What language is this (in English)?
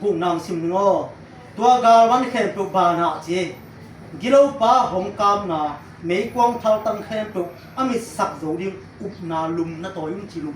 Tedim Chin